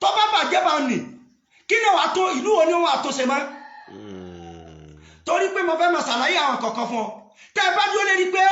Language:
Yoruba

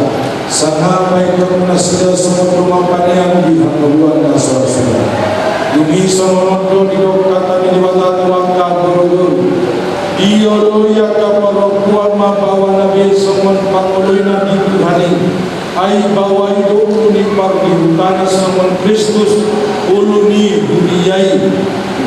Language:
Batak Toba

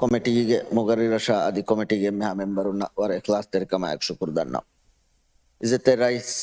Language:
Divehi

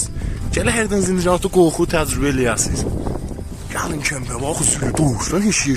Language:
South Azerbaijani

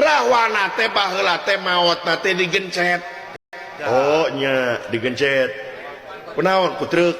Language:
Sundanese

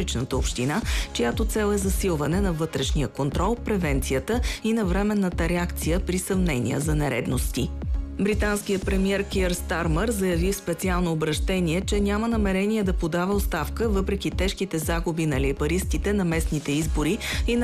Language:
Bulgarian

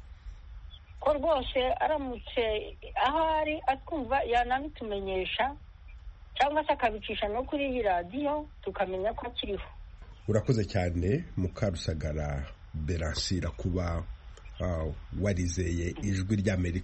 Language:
Kinyarwanda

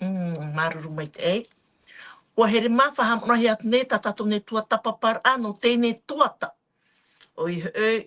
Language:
Tahitian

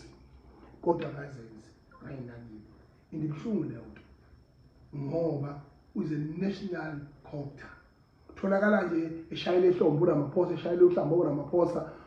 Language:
Zulu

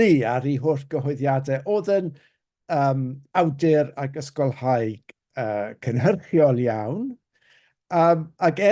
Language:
Welsh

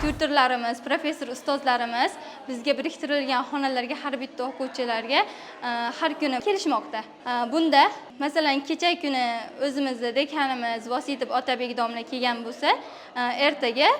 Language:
Uzbek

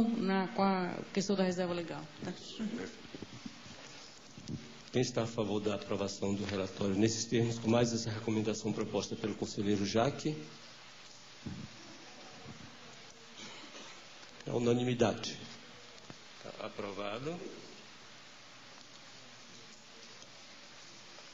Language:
Portuguese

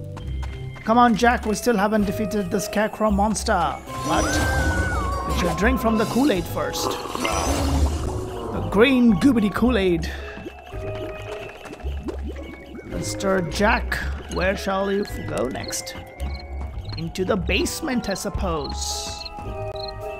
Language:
English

